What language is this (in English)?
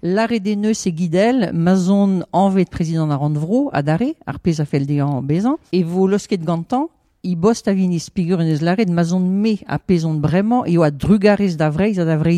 Breton